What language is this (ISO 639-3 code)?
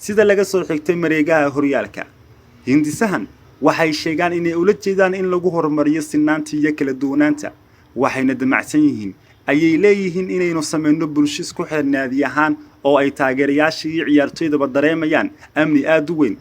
som